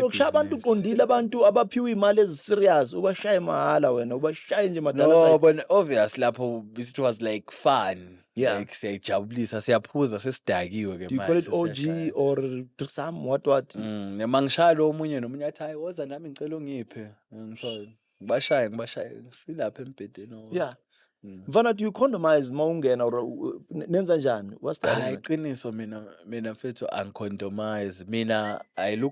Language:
Zulu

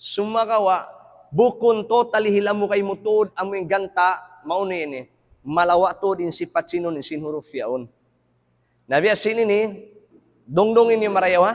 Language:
Tausug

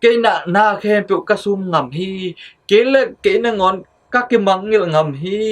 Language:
Tedim Chin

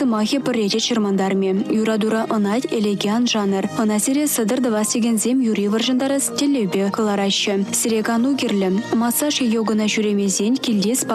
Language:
Chuvash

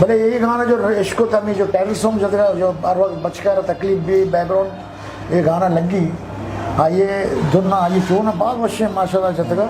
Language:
Eastern Balochi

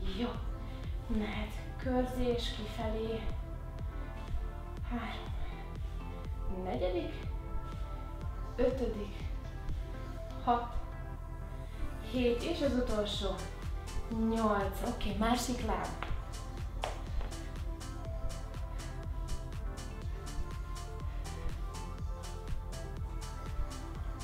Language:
Hungarian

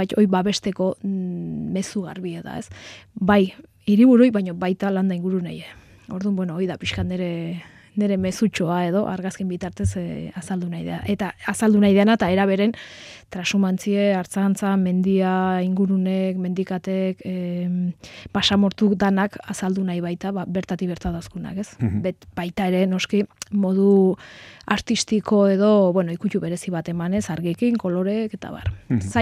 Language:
Basque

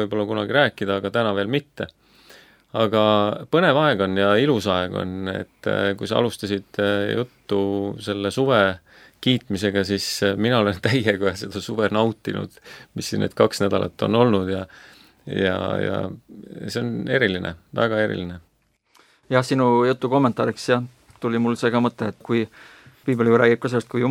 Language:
Estonian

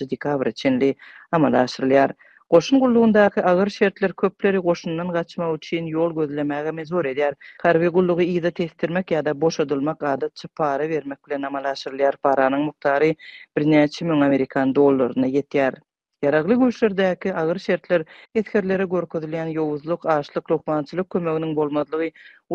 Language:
Turkmen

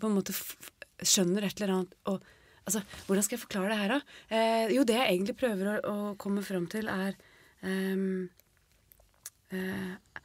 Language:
Norwegian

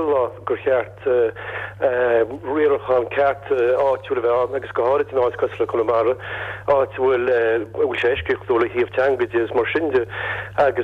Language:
Irish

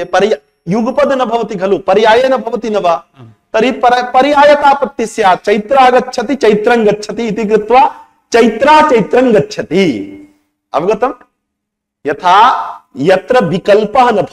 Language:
Sanskrit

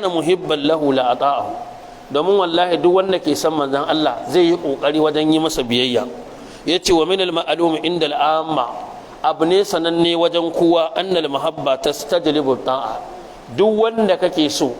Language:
Hausa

